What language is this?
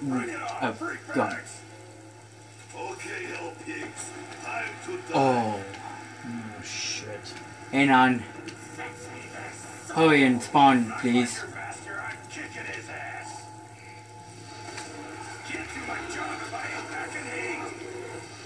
English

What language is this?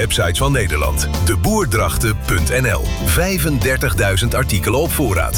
Dutch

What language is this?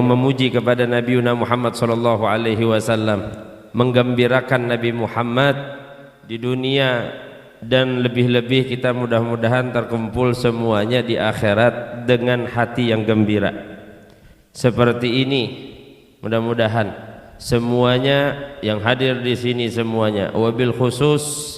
Banjar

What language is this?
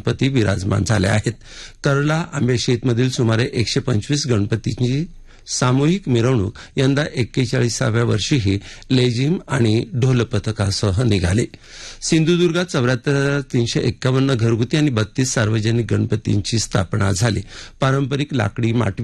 Marathi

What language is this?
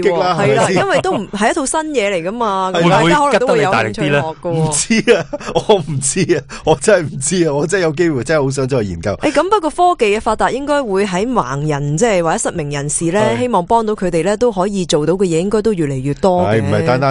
Cantonese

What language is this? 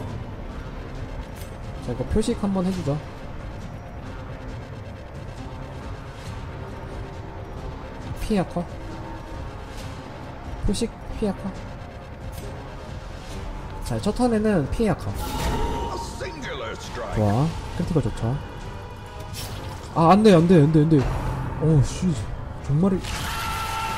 Korean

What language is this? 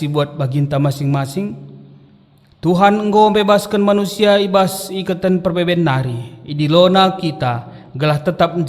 Batak Karo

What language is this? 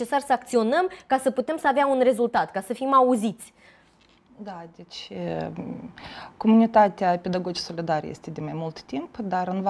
Romanian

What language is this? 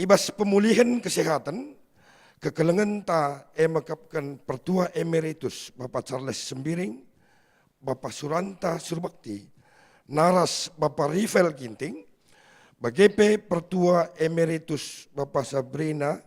Batak Karo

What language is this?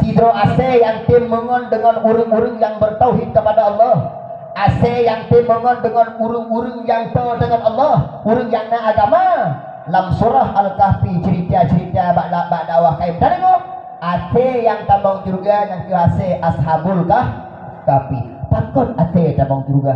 Achinese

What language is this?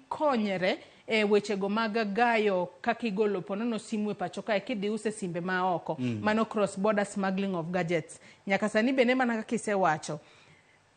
Luo (Kenya and Tanzania)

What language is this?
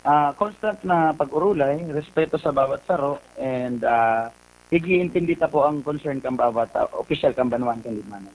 Bikol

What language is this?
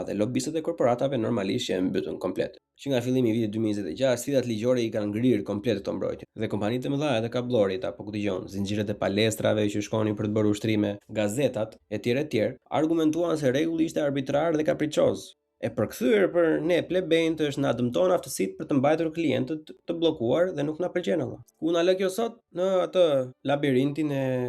Albanian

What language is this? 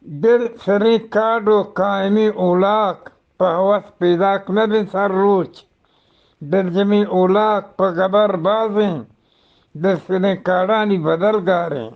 Eastern Balochi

